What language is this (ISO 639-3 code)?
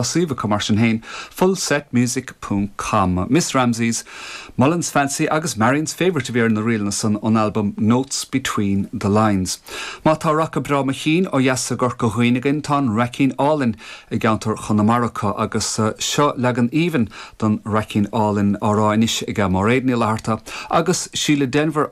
gle